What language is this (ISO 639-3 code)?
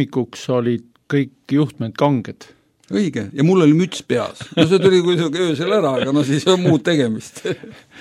est